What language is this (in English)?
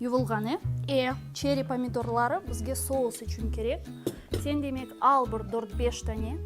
Crimean Tatar